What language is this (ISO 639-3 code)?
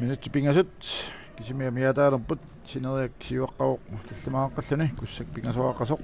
kal